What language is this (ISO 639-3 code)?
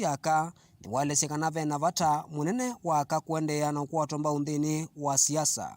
kam